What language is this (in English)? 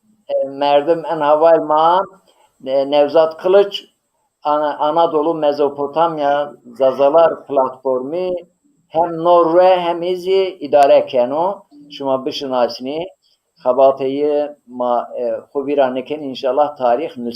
Zaza